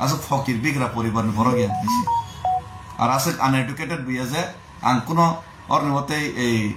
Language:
Kok Borok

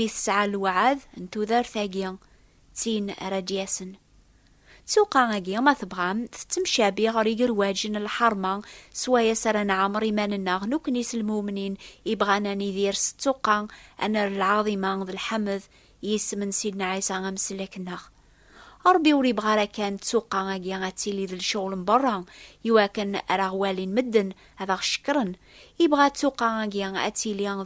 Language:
Kabyle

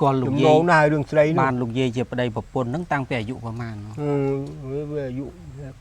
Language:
Khmer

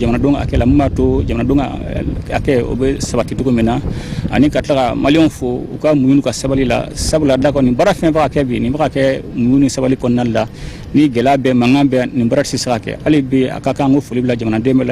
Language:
Bambara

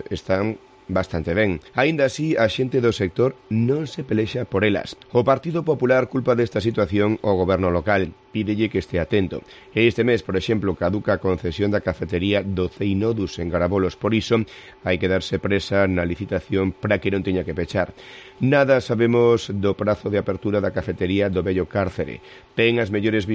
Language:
Galician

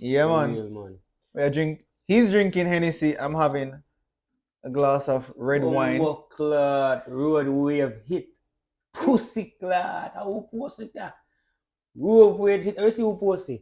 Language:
Jamaican Creole English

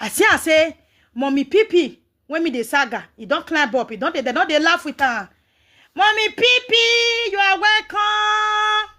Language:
Nigerian Pidgin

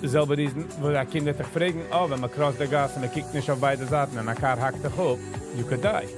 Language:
Yiddish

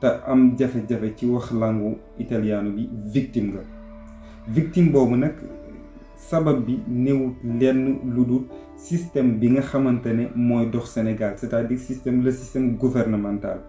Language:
Wolof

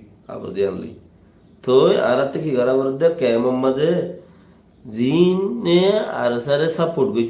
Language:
Rohingya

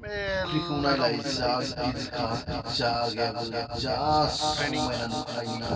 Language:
Bodo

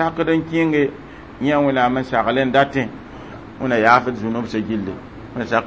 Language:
Mossi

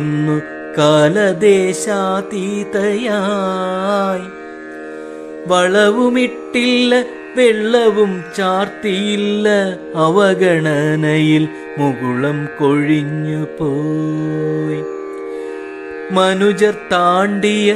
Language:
Malayalam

